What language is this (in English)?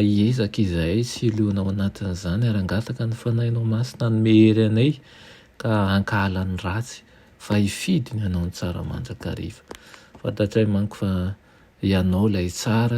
Malagasy